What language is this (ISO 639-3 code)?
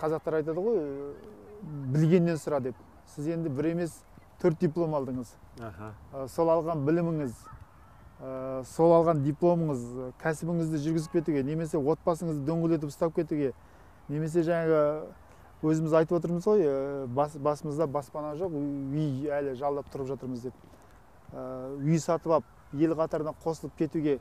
kaz